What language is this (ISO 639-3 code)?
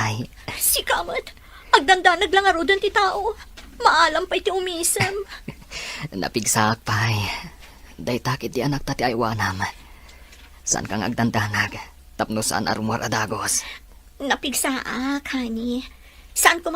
ilo